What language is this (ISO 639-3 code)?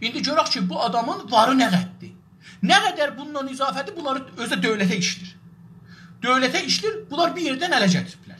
azb